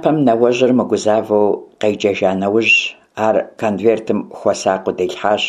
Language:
Kabardian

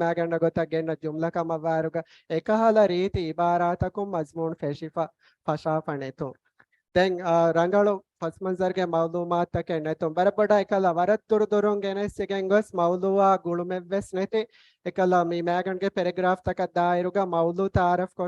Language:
Divehi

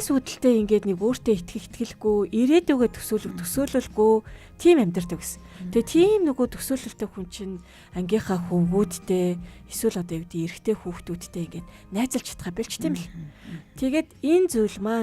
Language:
Mongolian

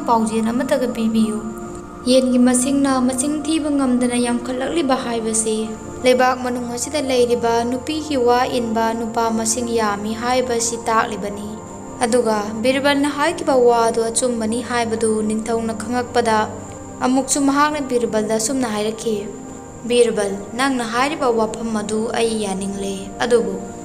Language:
Manipuri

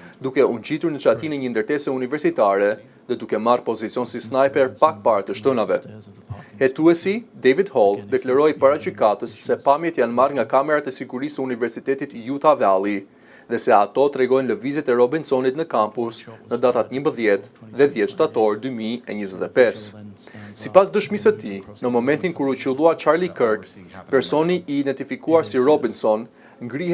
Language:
Albanian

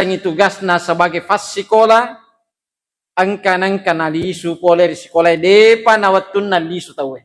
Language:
Buginese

